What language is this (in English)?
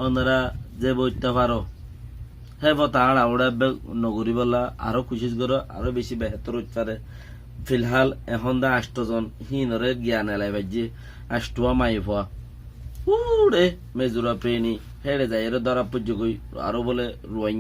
Rohingya